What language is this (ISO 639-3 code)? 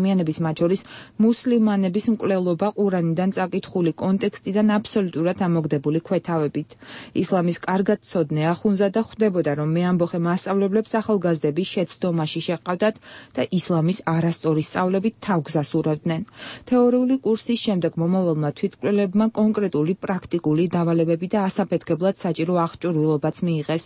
kat